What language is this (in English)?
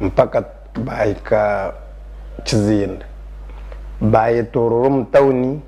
Nyankole